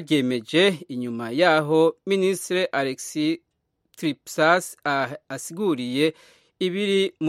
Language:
Kinyarwanda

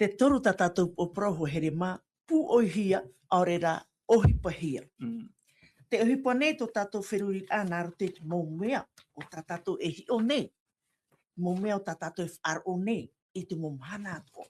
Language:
Tahitian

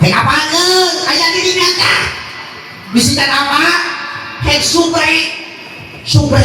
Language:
Sundanese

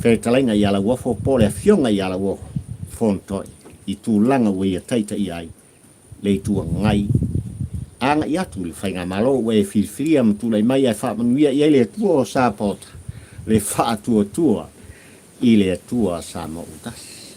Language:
Samoan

